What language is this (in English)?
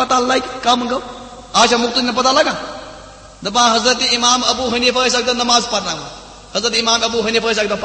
Kashmiri